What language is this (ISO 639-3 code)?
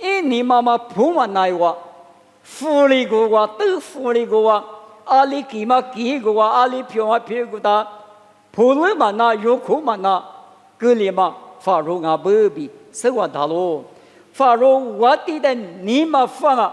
lis